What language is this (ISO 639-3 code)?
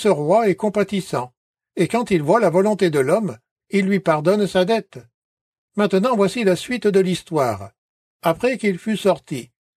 fra